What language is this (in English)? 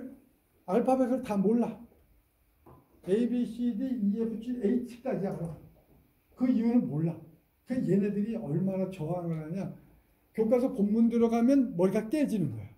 Korean